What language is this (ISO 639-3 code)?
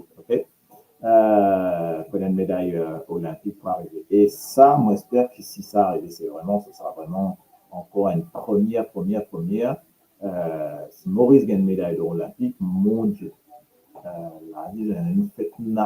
mfe